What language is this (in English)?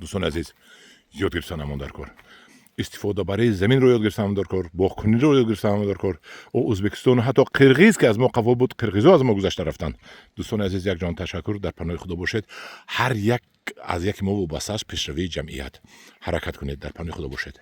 Tajik